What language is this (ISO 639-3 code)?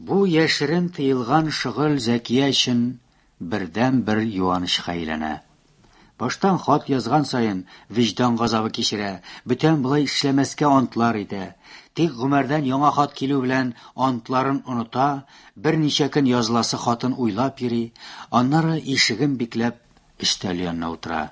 tat